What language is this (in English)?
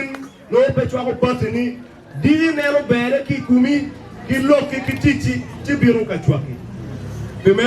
Acoli